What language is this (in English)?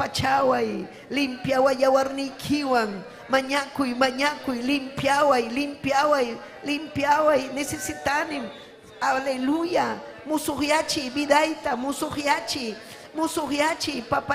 Ayacucho Quechua